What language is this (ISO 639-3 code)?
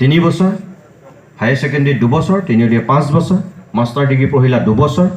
asm